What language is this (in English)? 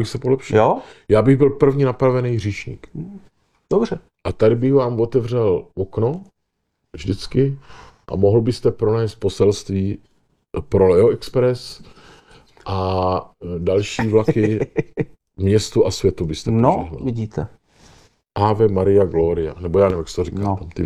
Czech